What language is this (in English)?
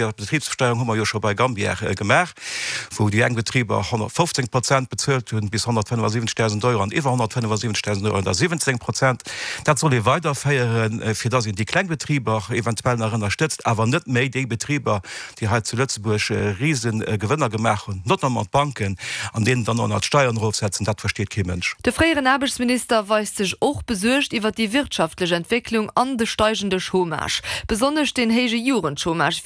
Luxembourgish